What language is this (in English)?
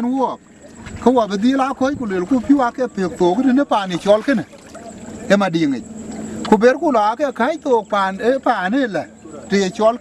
Dinka